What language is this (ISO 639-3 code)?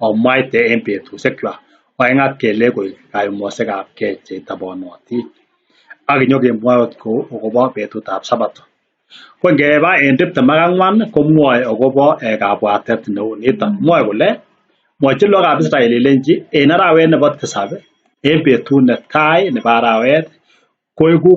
kln